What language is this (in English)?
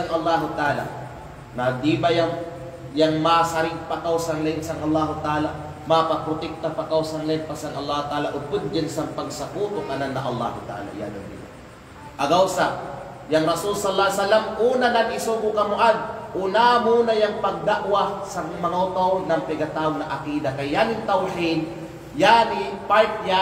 Kalagan